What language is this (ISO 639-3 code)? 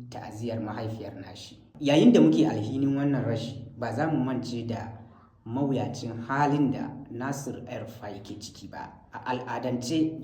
hau